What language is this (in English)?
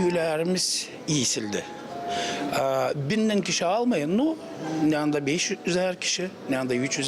Gagauz